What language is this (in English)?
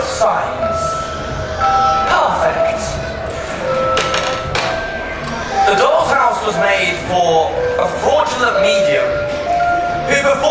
English